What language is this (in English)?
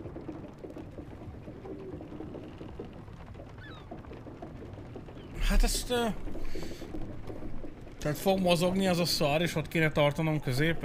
Hungarian